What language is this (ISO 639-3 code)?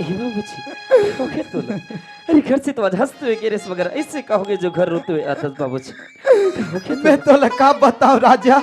hne